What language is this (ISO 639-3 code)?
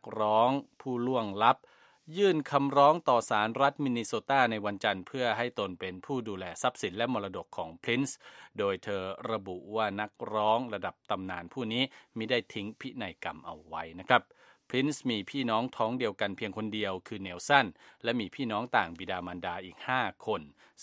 tha